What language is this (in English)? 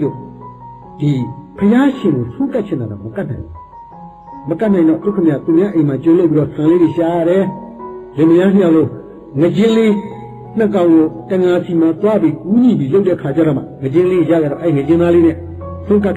Burmese